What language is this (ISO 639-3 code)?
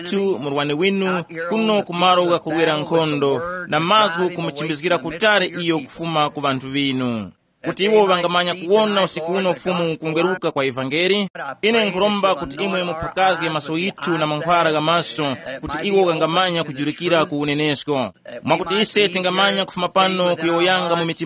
tum